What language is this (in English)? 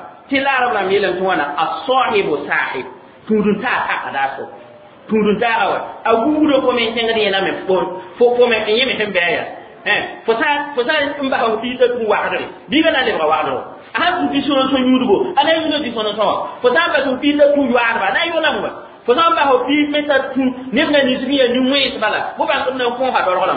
Mossi